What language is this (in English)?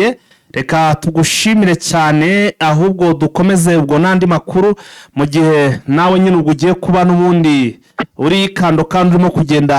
Kinyarwanda